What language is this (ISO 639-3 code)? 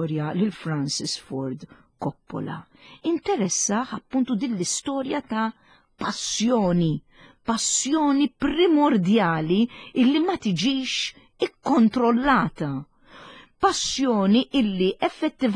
mlt